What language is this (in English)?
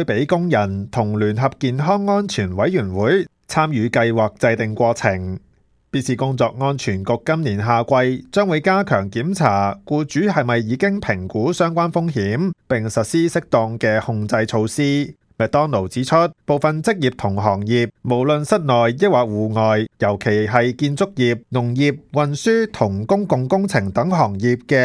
Cantonese